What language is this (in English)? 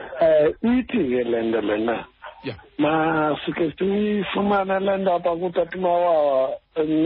Xhosa